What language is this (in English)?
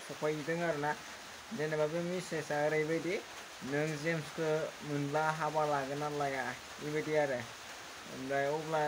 Bodo